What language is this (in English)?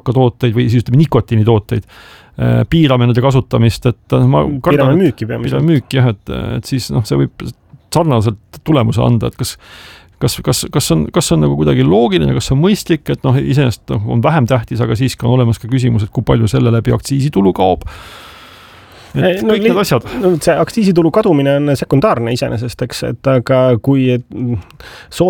Estonian